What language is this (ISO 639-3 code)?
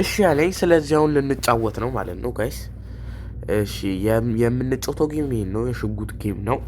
amh